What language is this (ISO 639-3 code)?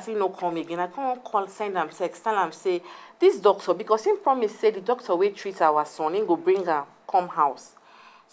pcm